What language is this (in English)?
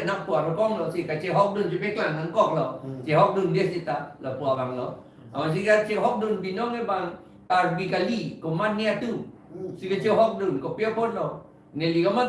Karbi